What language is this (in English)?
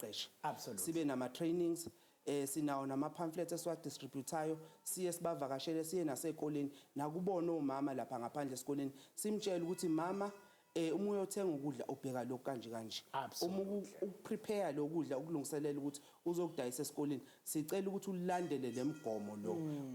Zulu